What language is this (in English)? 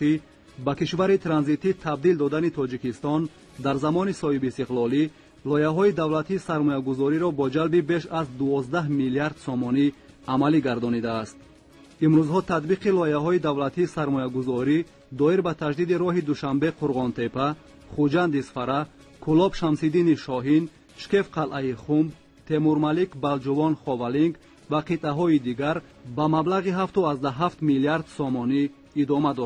Tajik